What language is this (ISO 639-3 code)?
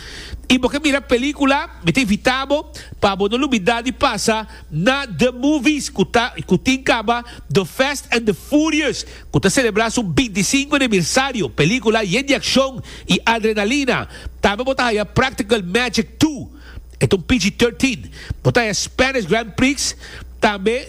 pap